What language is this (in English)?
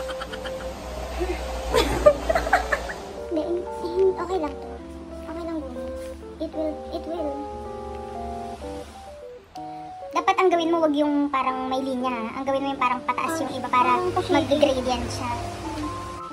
Filipino